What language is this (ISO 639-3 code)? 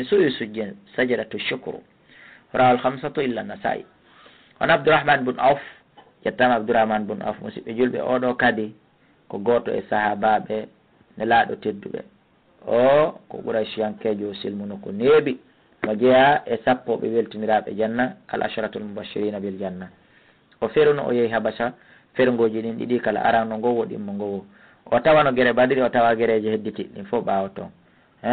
ful